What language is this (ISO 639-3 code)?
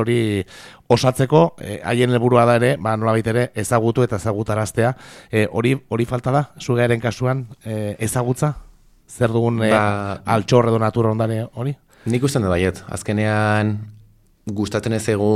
eus